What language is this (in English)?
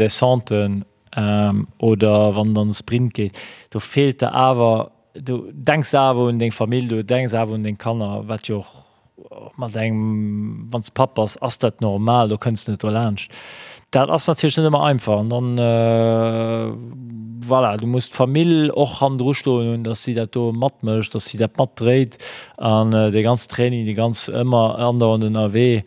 Luxembourgish